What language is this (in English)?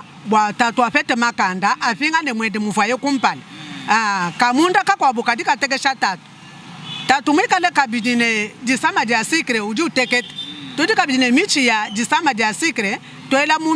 Luba-Lulua